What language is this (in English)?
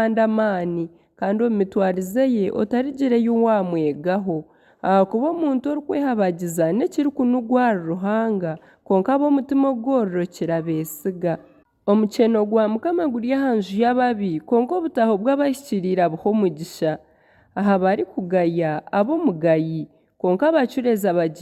Nyankole